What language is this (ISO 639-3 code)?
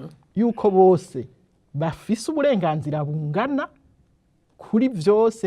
run